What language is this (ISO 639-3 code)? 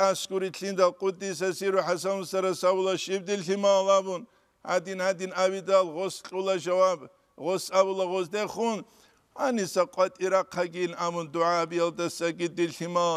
ava